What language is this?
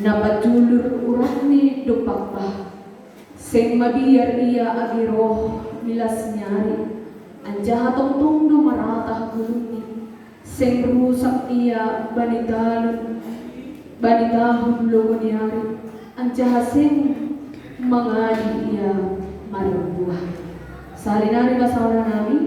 Batak Simalungun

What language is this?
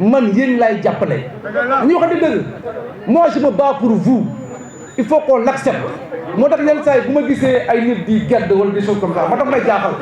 Wolof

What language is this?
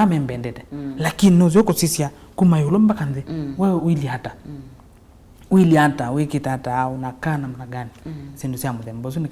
Kamba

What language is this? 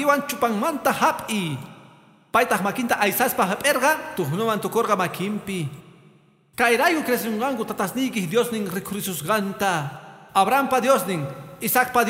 Quechua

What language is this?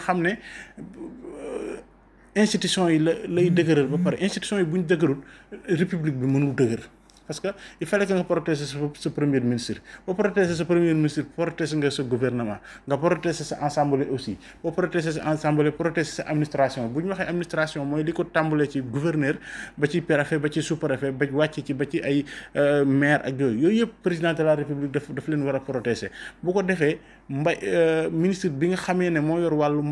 Wolof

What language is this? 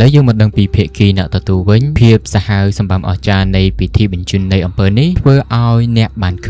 Khmer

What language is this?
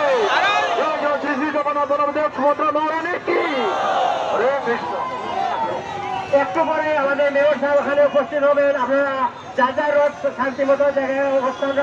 Bangla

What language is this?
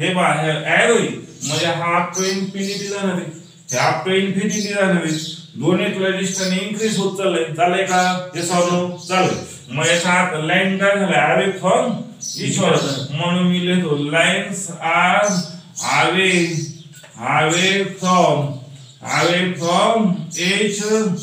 Marathi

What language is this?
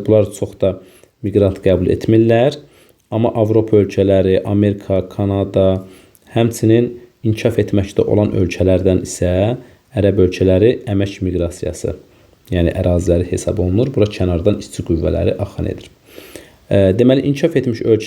Azerbaijani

